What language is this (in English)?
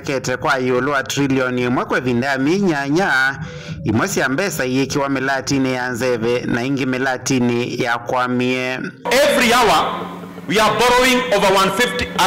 Kamba